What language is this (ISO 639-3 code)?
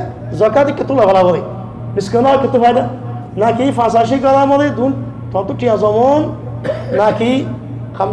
rhg